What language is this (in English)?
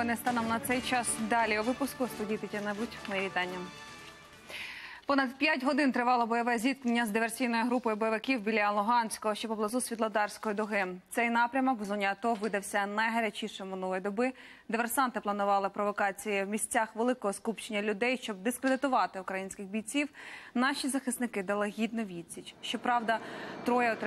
Ukrainian